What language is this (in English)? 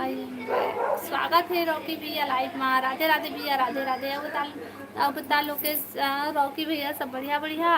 Chhattisgarhi